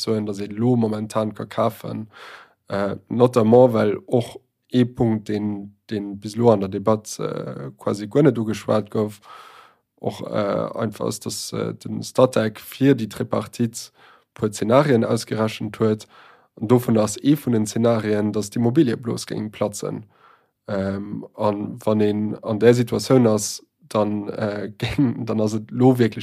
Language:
Luxembourgish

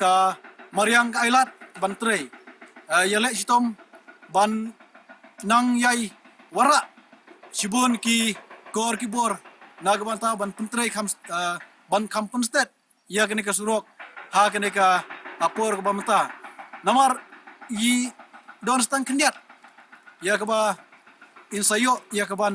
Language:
Khasi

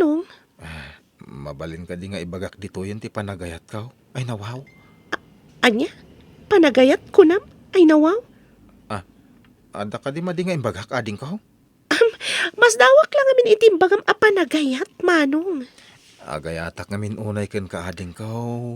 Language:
Iloko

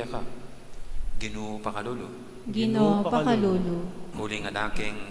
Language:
Pampanga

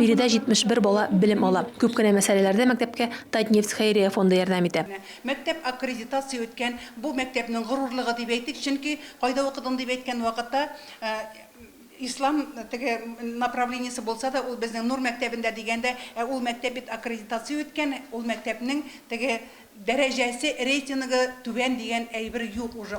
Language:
Tatar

